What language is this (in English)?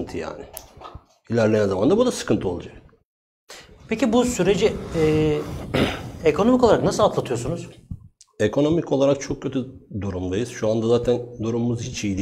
Turkish